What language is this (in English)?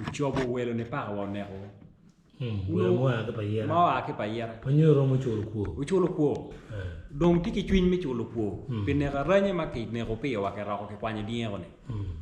Acoli